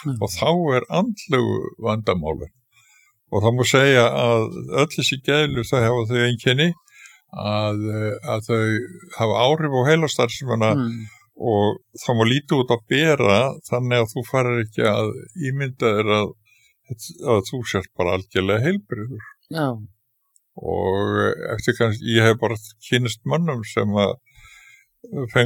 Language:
Icelandic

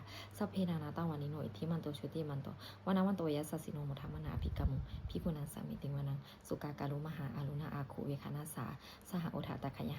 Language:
Pali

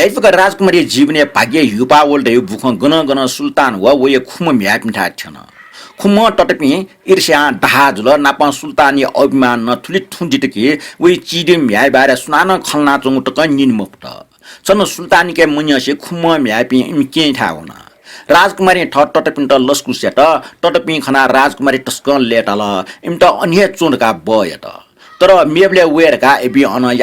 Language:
Newari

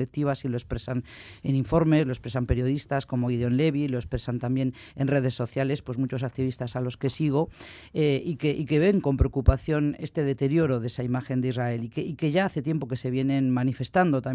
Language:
Spanish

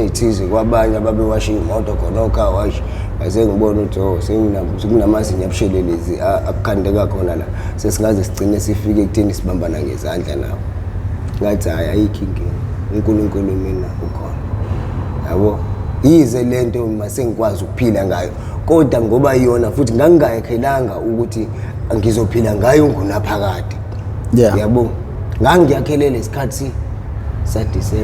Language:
Zulu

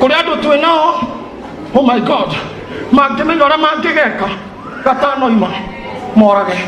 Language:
Kikuyu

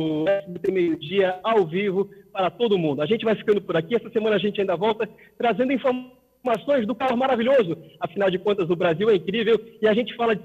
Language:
Portuguese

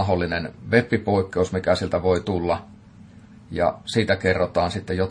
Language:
Finnish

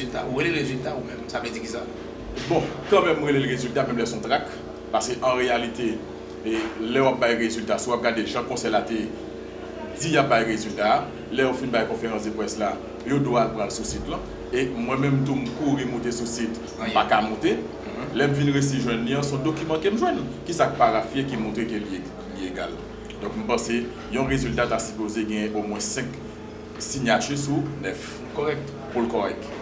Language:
Haitian Creole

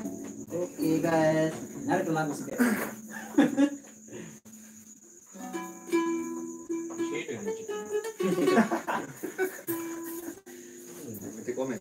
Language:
Sasak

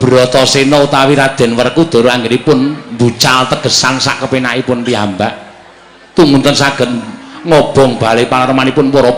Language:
Javanese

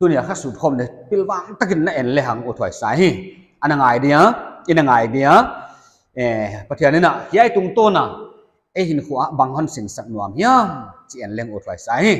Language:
Paite Chin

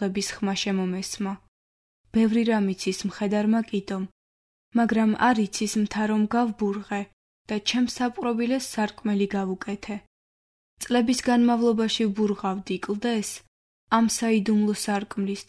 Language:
Georgian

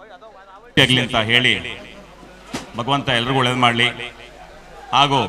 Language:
Kannada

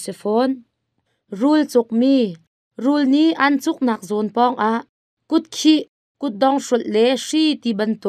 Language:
Hakha Chin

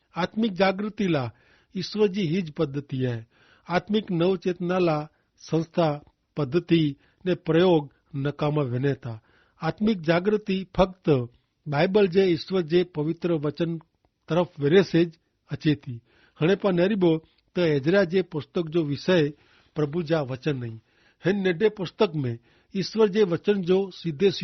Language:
Kachhi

